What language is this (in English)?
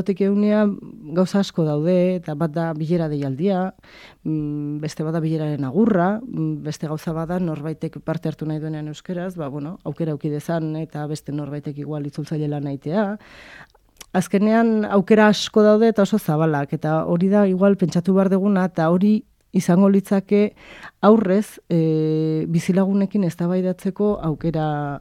Basque